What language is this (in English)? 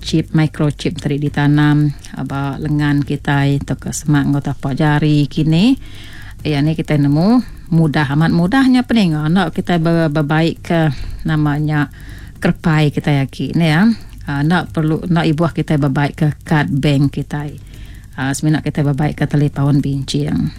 Iban